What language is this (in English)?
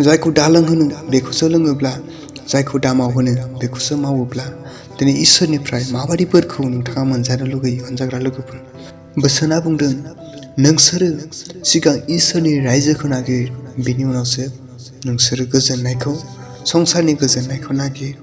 Bodo